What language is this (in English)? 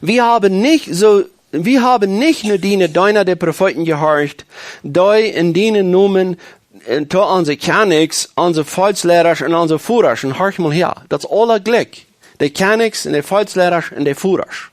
Plautdietsch